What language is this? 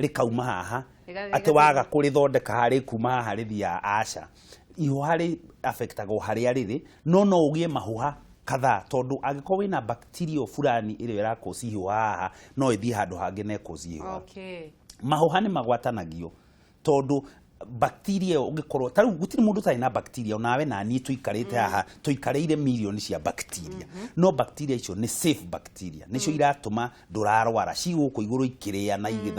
Kikuyu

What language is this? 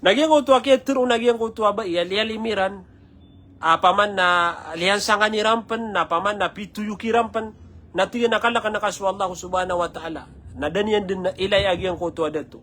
Maranao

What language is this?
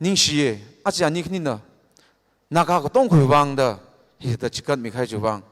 Tangkhul Naga (India)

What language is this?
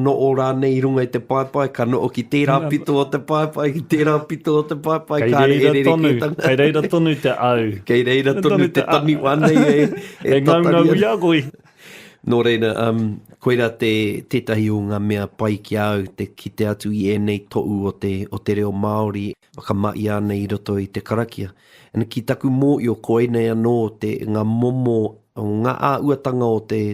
Māori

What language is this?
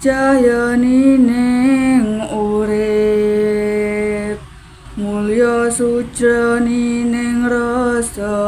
Javanese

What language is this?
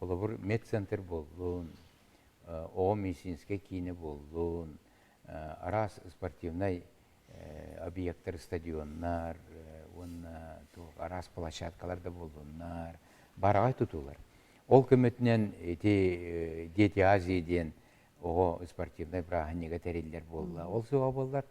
Yakut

